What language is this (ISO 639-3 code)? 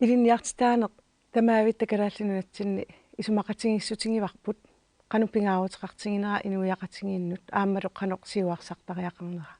kal